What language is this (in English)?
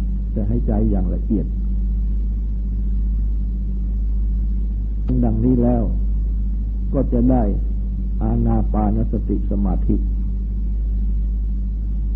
Thai